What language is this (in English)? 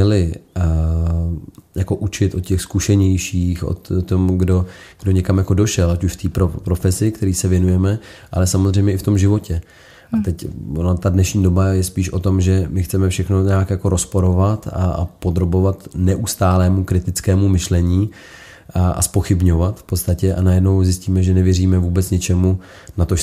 Czech